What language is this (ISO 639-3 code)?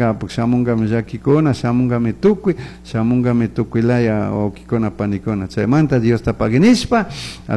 qug